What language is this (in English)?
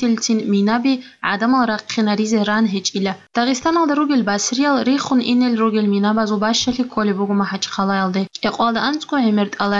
Avaric